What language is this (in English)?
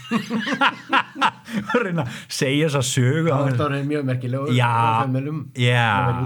Icelandic